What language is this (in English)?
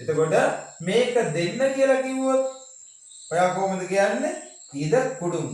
Sinhala